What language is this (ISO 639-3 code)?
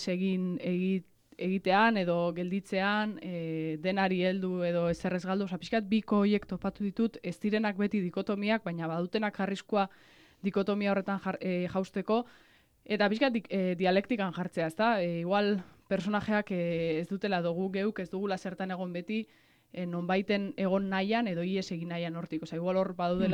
eus